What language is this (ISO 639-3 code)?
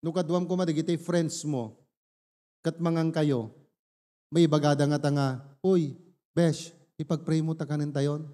ilo